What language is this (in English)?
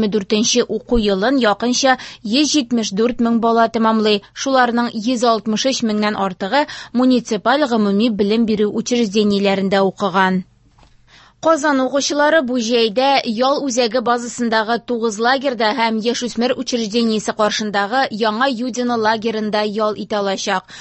Tatar